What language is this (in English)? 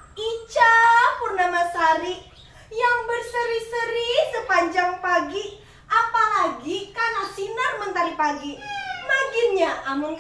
Banjar